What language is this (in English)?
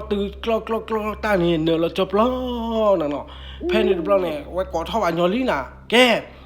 S'gaw Karen